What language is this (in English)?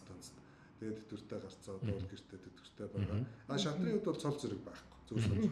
Mongolian